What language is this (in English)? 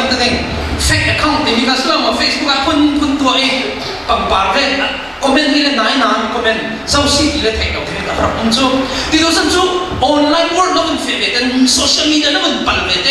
Falam Chin